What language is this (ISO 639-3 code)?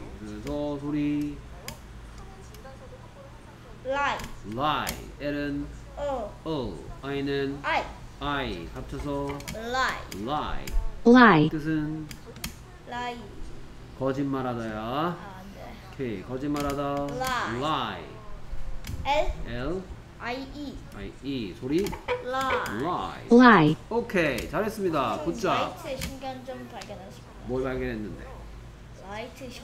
kor